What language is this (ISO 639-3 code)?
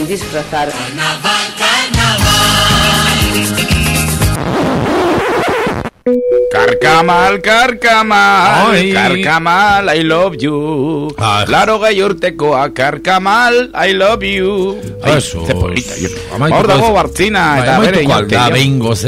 eus